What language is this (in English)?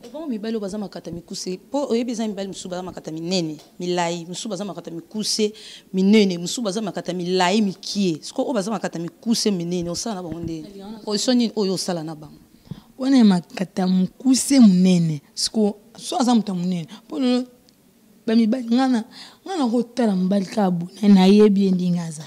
Lingala